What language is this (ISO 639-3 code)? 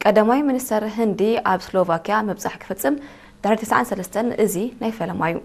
tir